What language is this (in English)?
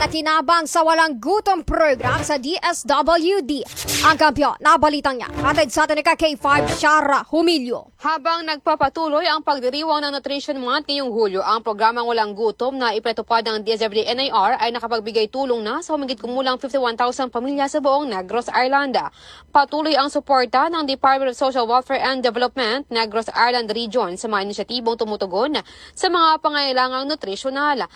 Filipino